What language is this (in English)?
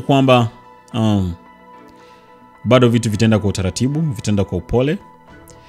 Swahili